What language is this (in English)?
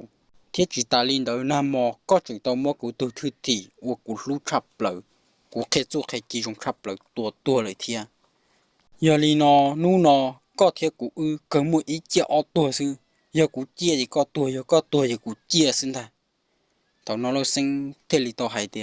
Hmong